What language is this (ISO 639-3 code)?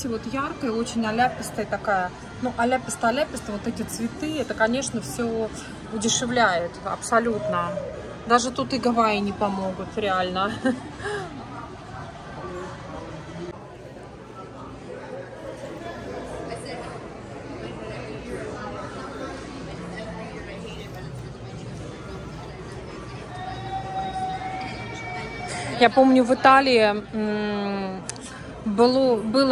rus